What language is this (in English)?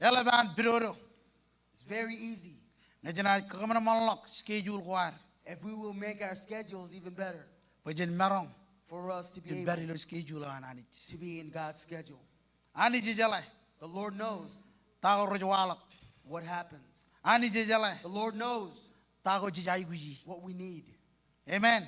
Marshallese